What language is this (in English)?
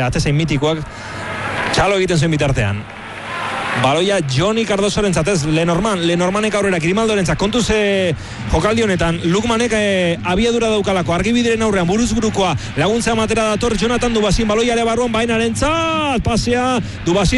Basque